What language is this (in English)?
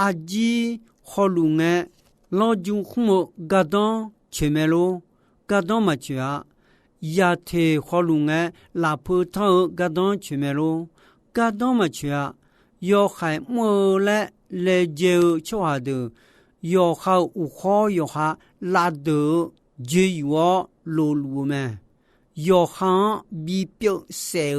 Akha